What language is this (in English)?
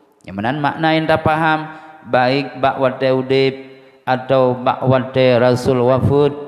Achinese